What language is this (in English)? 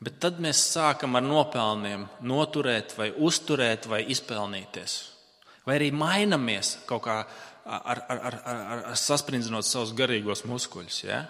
Latvian